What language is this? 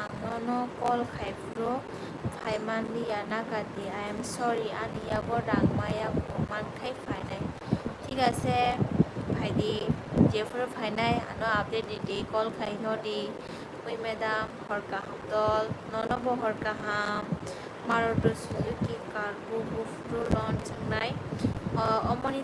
Kok Borok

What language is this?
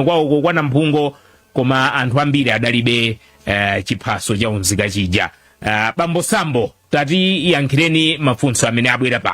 Nyanja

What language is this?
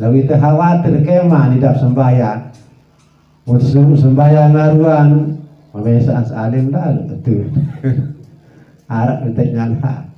Sasak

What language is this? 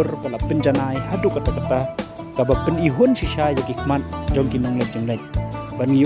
Khasi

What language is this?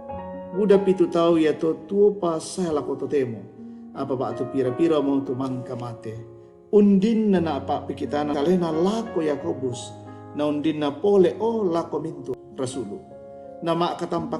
Toraja-Sa'dan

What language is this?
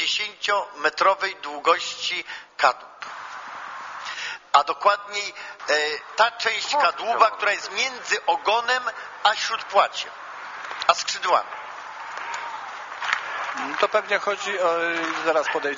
Polish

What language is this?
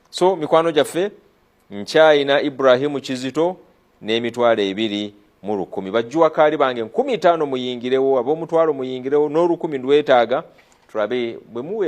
Ganda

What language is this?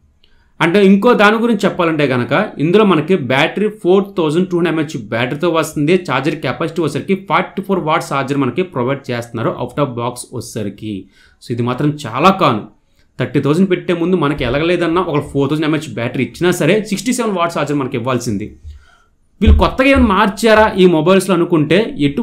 Telugu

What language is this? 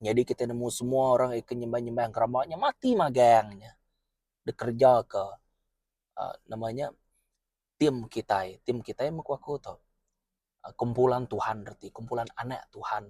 Iban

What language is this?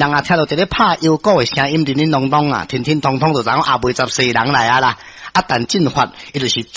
Min Nan Chinese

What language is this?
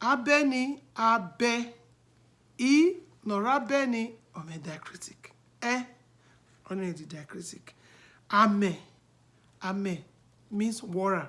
Bini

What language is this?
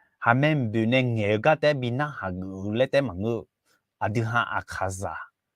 Akha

